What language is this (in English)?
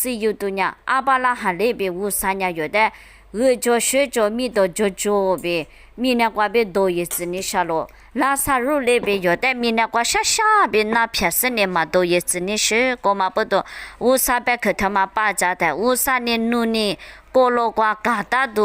Lisu